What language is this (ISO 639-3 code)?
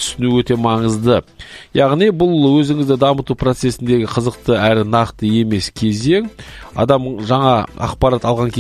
kaz